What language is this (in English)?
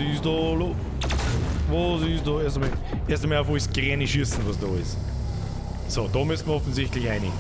Bavarian